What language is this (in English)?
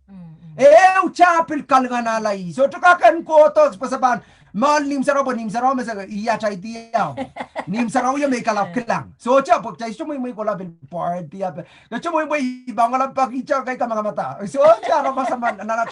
Pohnpeian